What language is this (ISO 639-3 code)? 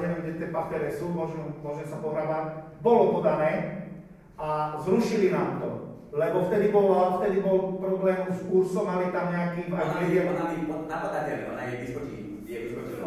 slk